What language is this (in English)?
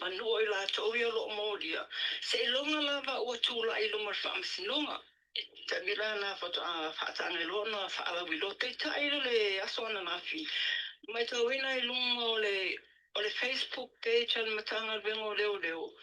Samoan